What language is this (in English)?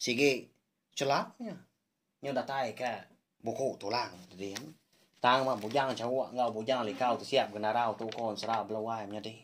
Iban